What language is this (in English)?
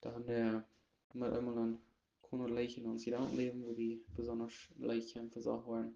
Plautdietsch